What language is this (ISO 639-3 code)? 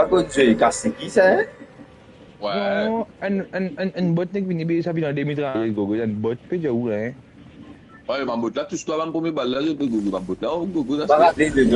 mfe